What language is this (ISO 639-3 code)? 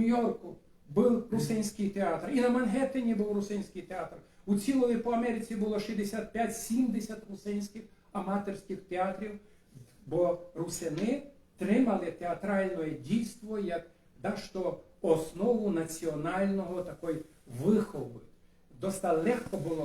rue